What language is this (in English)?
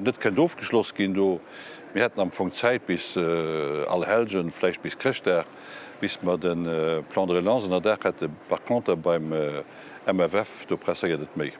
Luxembourgish